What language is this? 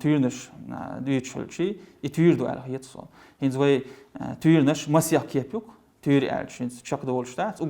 Chechen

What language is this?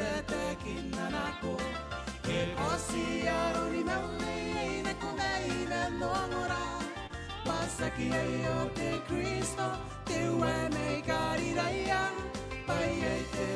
Gilbertese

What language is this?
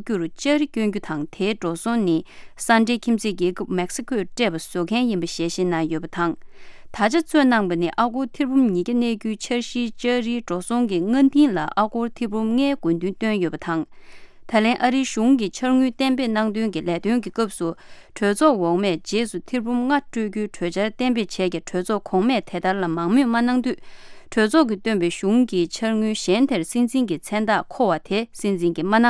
Tibetan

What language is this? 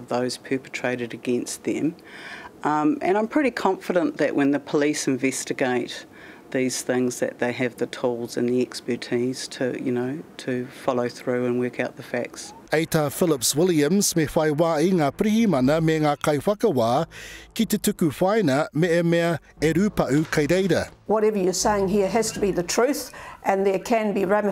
Māori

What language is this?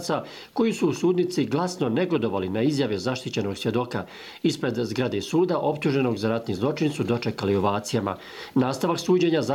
Croatian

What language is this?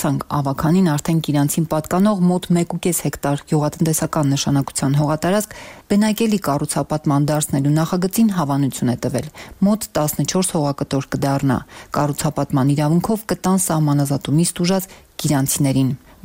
Armenian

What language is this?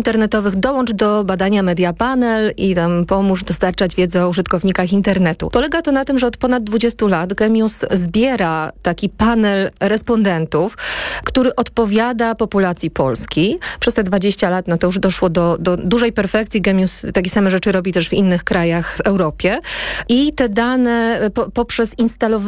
Polish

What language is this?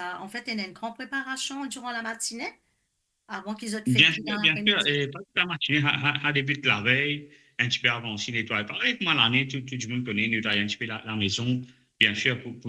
Morisyen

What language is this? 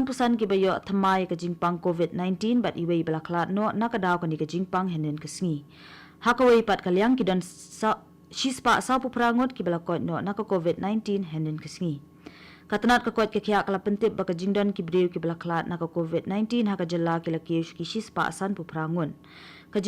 Khasi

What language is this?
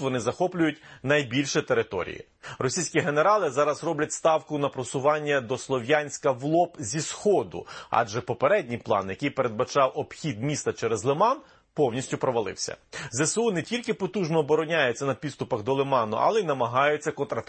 Ukrainian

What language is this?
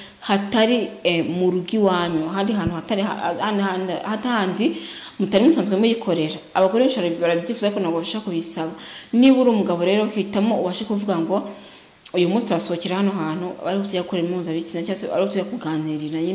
Kinyarwanda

